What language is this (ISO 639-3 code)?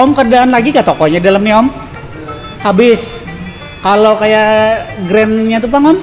bjn